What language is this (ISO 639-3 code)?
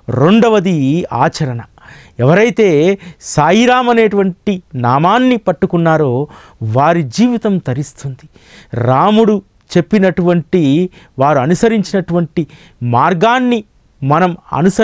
tel